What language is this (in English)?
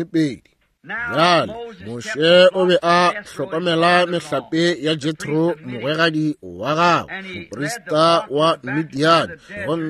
Northern Sotho